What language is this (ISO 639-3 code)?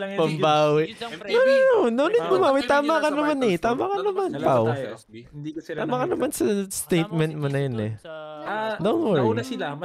fil